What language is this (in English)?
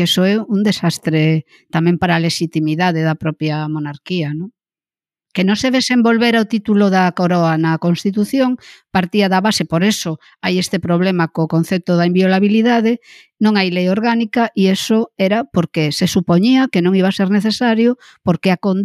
Galician